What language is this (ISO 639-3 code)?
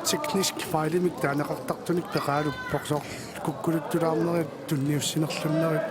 kal